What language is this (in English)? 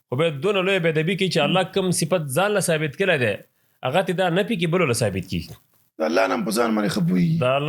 Pashto